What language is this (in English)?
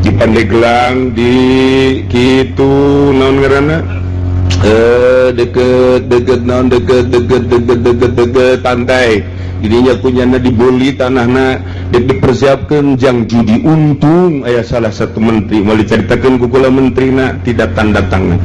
Sundanese